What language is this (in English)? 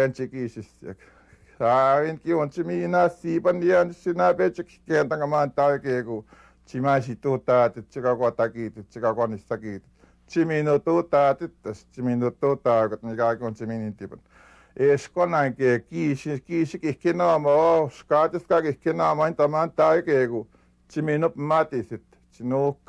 Western Ojibwa